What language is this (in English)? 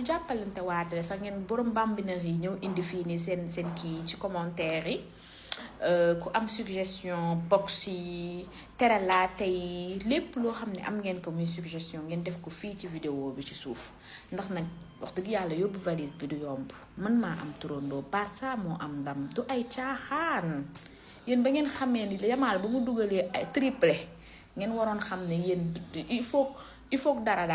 Wolof